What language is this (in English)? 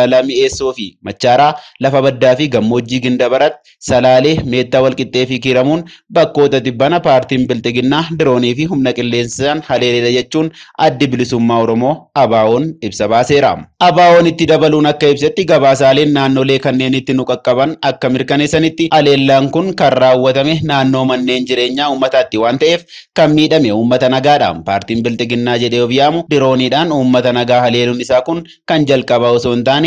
Oromo